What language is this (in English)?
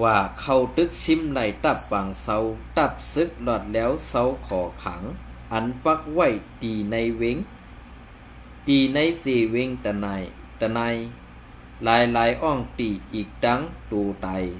Shan